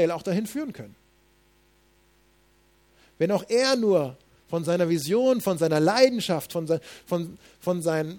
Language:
German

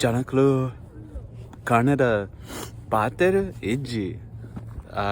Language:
Tulu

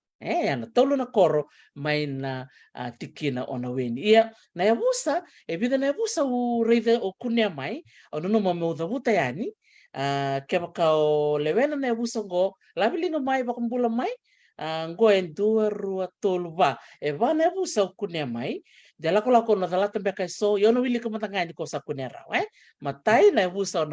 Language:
Fijian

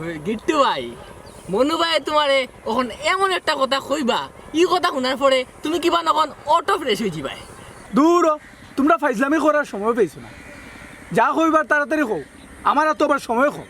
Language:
Sylheti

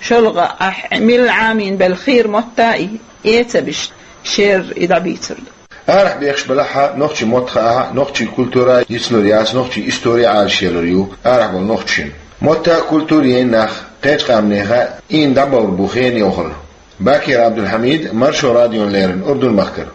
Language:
Chechen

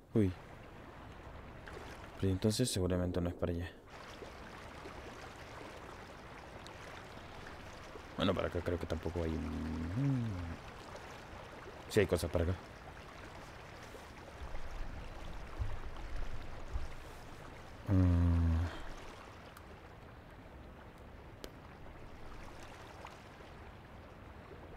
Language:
Spanish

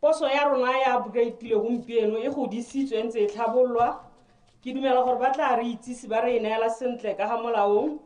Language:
Tswana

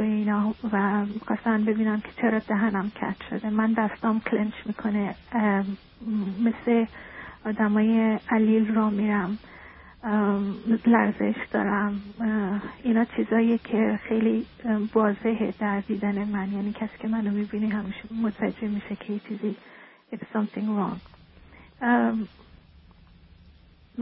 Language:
Persian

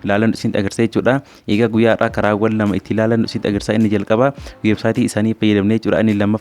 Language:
Oromo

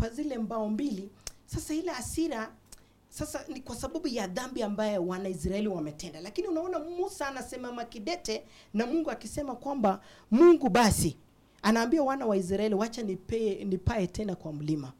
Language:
Swahili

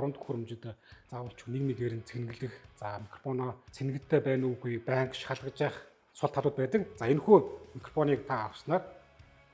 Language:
Mongolian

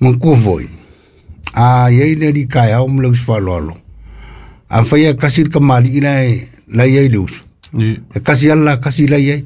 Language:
Samoan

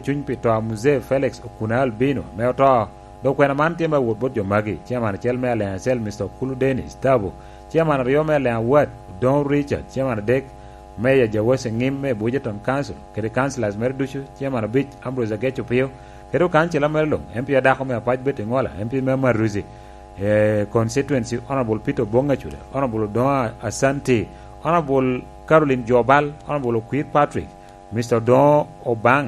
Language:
Lango (Uganda)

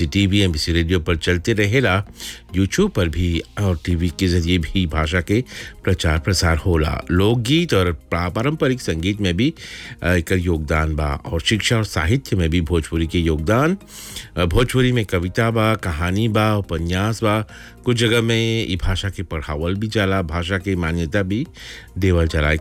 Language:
Bhojpuri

